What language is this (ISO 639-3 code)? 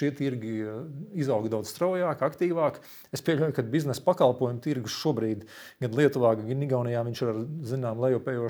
lav